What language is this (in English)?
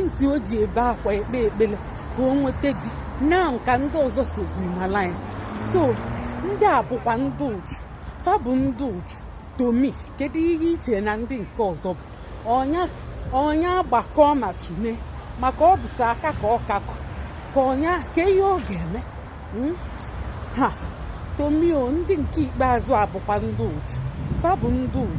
Igbo